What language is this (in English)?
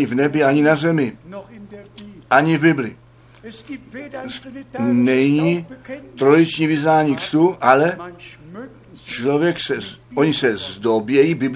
Czech